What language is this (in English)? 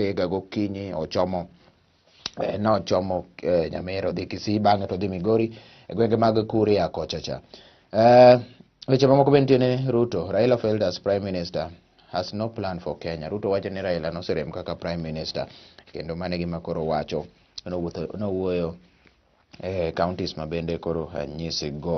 Luo (Kenya and Tanzania)